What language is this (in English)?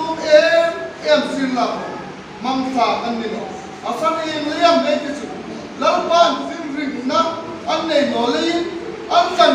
Hmar